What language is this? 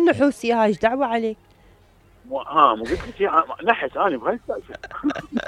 Mesopotamian Arabic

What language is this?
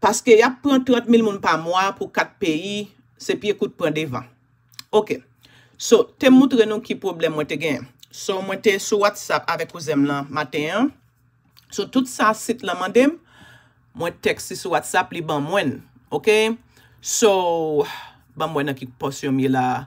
Haitian Creole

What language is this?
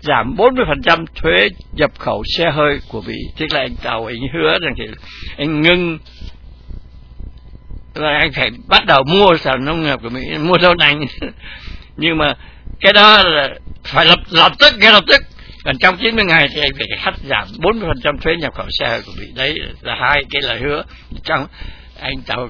Vietnamese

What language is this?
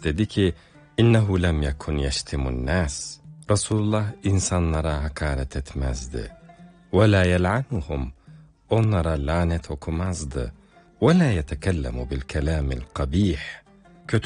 Turkish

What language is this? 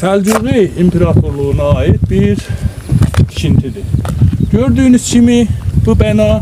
South Azerbaijani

